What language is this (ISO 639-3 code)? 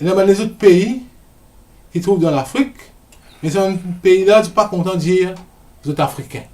mfe